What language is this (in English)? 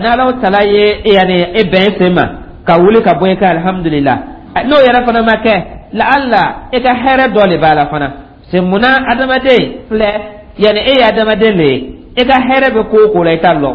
Dyula